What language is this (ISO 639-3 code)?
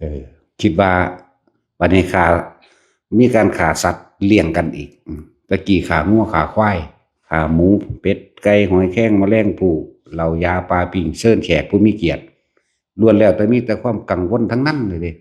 tts